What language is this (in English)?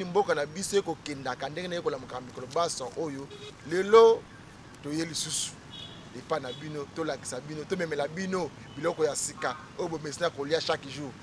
Lingala